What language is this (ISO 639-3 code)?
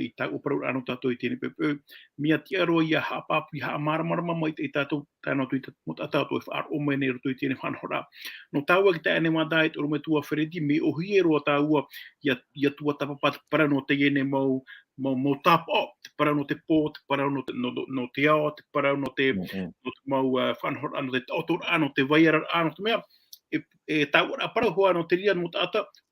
tah